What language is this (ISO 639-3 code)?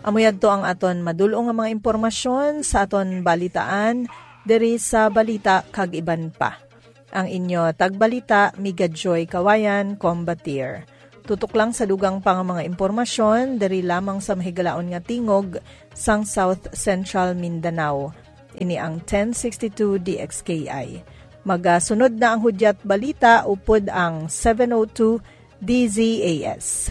hil